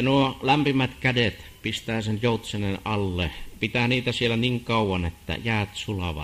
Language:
Finnish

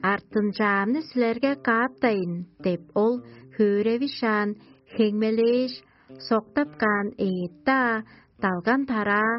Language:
Tuvinian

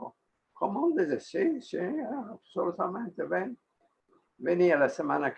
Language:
Ladino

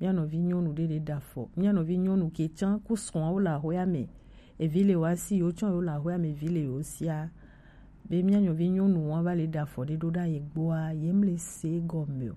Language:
Gen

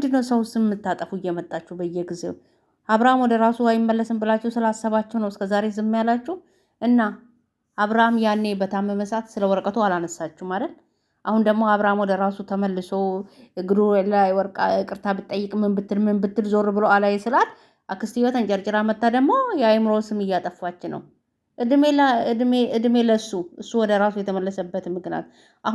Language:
Amharic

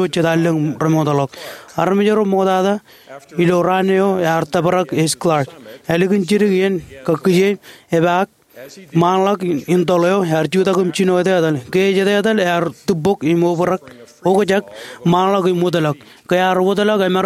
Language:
Marshallese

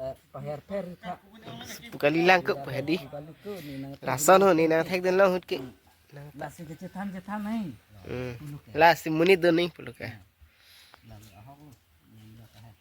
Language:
Karbi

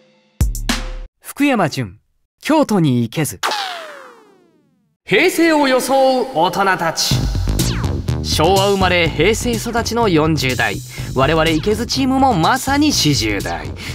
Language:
Japanese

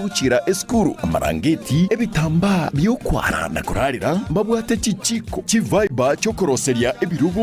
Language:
Gusii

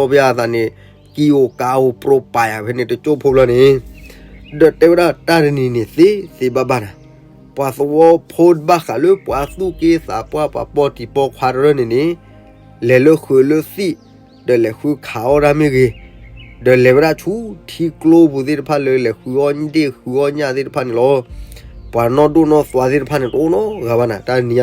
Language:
S'gaw Karen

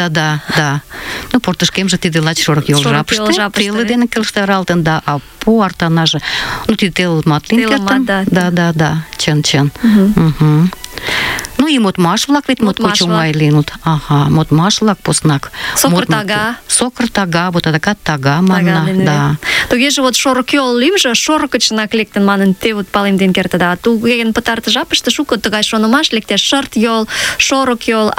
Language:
Mari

